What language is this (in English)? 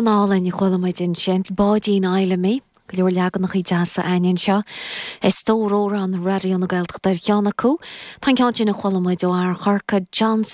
Irish